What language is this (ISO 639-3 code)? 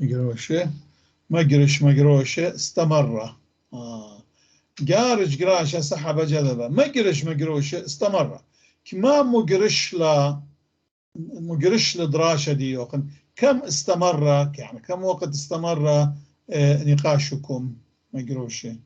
apc